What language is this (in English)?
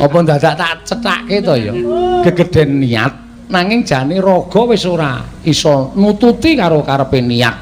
Javanese